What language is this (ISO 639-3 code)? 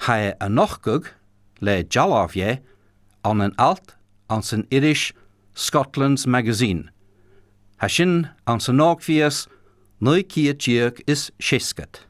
gla